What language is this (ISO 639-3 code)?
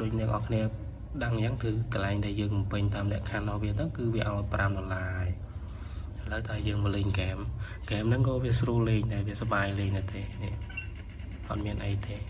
khm